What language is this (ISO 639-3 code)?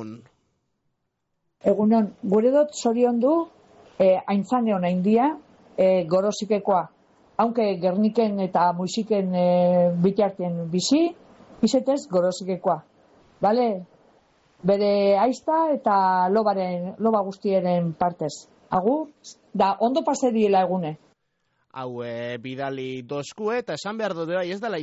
eus